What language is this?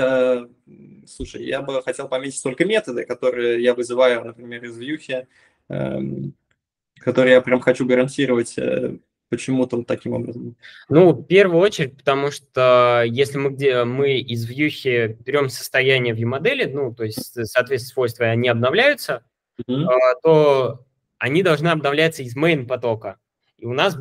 Russian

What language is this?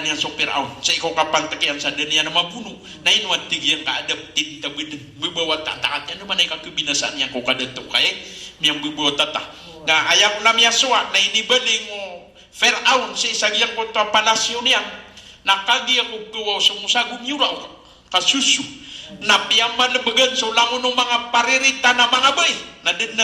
Maranao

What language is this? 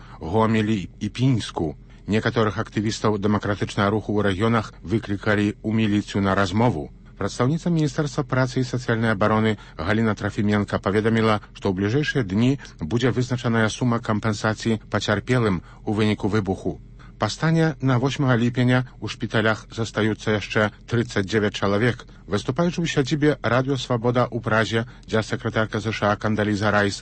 Belarusian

